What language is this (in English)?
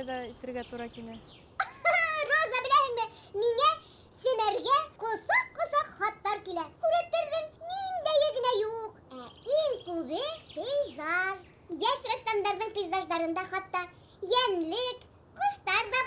Bashkir